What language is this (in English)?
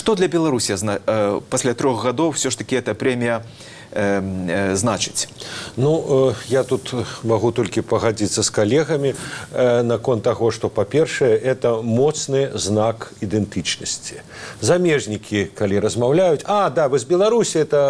Belarusian